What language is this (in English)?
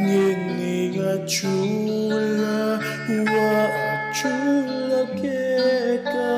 Pampanga